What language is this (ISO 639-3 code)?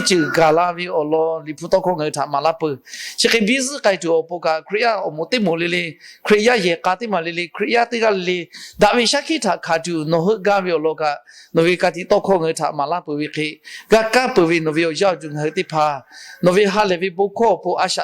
lhu